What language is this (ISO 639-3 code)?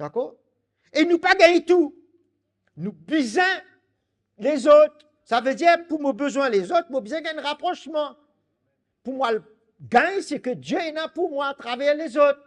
mfe